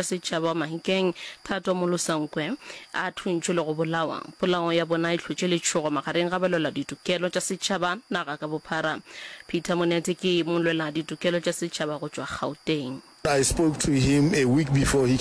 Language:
Northern Sotho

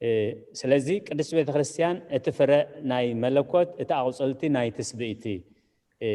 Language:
Tigrinya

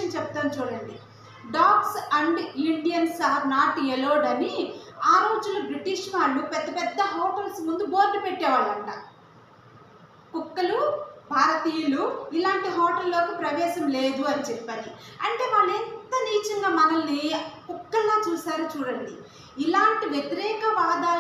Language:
Telugu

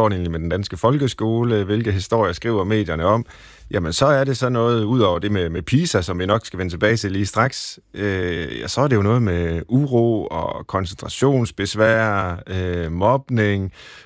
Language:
Danish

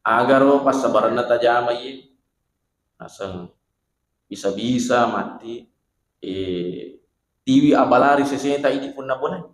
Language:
Buginese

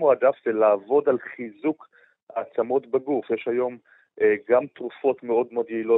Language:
Hebrew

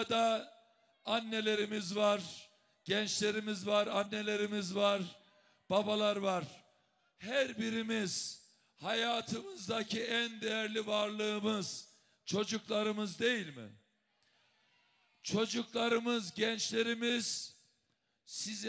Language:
Turkish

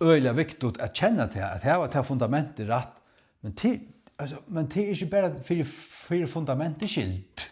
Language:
Faroese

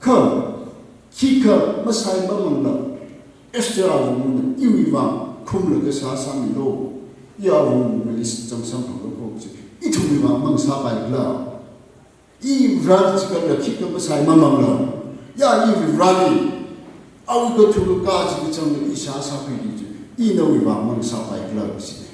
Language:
Tangkhul Naga (India)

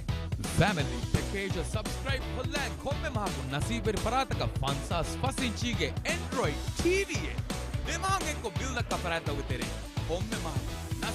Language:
Divehi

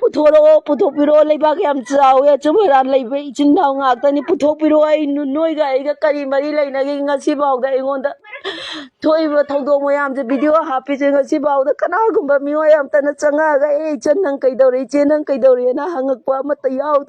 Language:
Manipuri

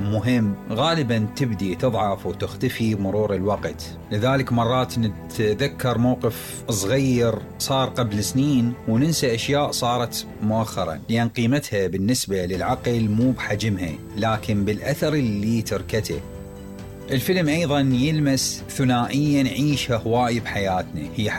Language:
Mesopotamian Arabic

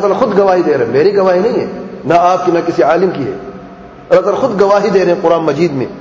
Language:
Urdu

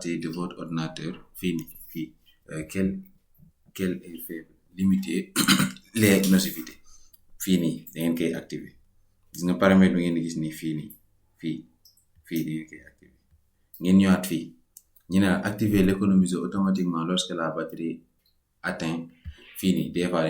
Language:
Wolof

